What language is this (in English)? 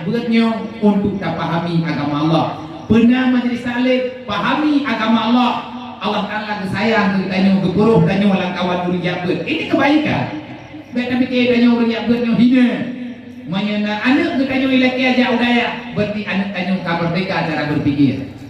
Achinese